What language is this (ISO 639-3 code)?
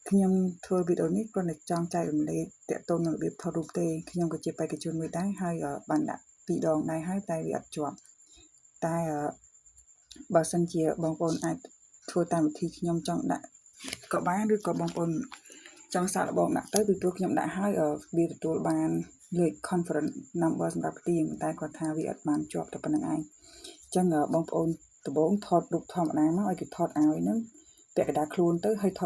khm